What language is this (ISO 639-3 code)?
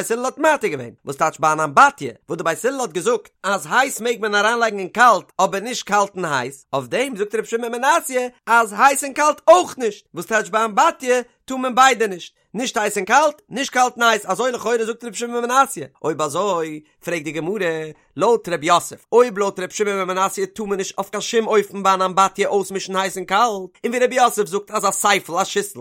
yid